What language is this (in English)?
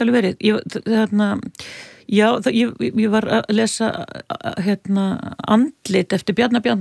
Icelandic